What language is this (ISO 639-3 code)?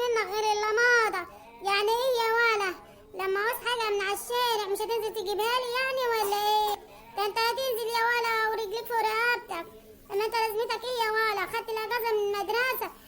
arz